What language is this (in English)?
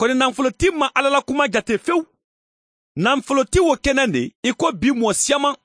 Bambara